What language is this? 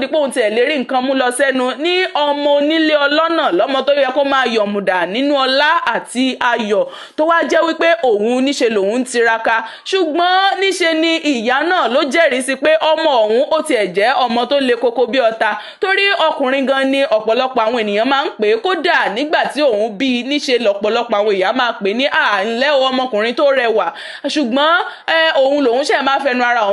Yoruba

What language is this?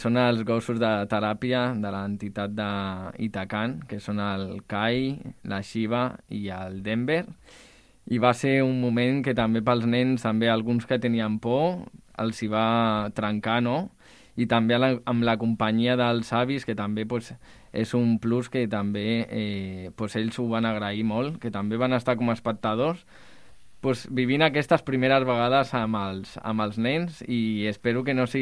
Catalan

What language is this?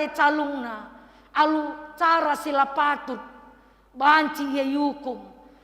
Batak Karo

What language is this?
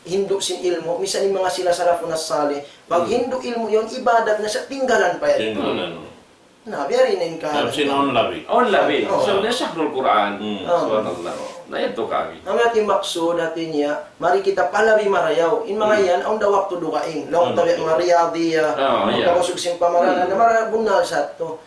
Tausug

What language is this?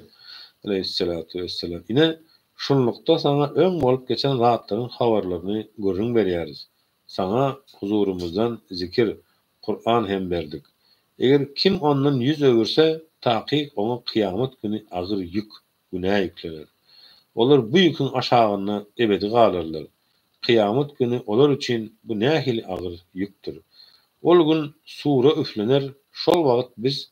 Turkmen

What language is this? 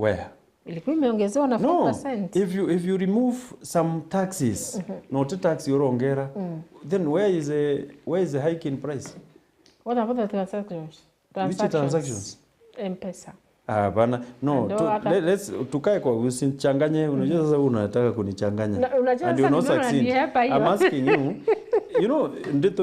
Meru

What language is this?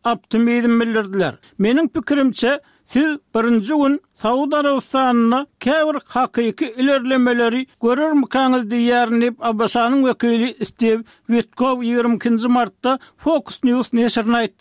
Turkmen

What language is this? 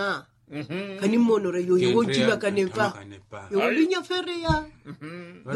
Makhuwa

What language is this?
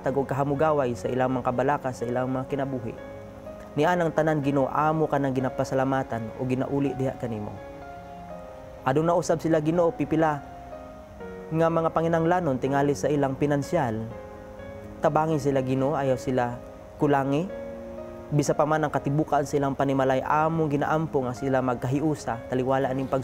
Cebuano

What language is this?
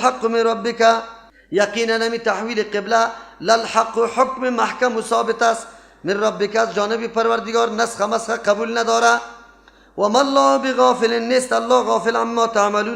Persian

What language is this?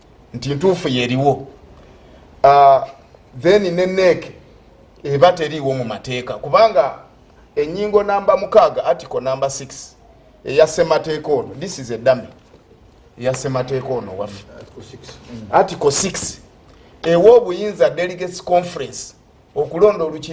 Ganda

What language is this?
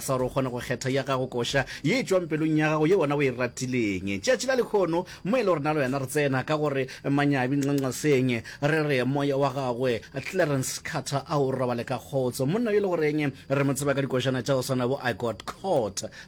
Northern Sotho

